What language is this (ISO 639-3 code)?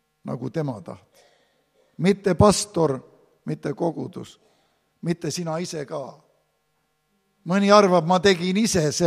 est